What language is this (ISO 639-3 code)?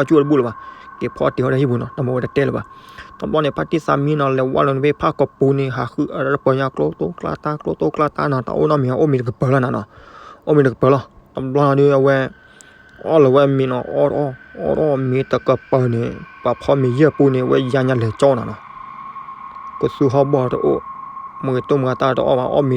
ksw